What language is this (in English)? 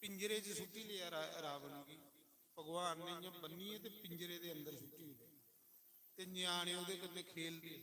Dogri